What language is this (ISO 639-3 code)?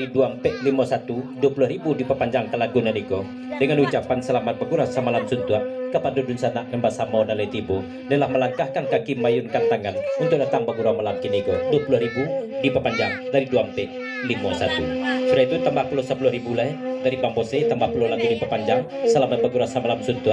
min